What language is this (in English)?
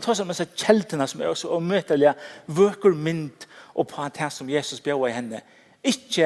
Faroese